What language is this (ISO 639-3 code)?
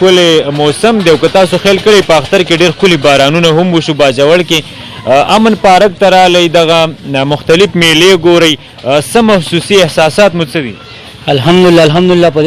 pus